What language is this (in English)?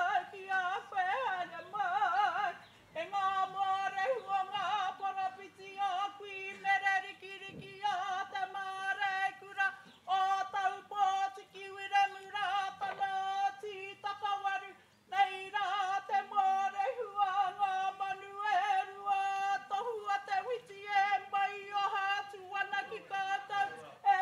Māori